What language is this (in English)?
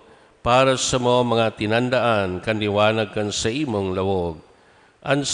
Bikol